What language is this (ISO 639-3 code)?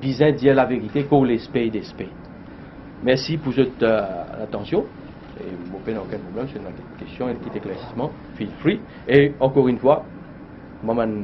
mfe